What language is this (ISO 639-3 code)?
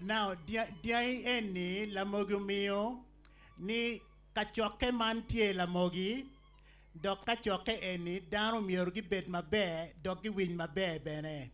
ach